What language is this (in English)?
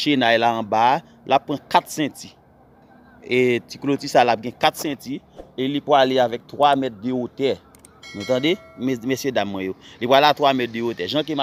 Haitian Creole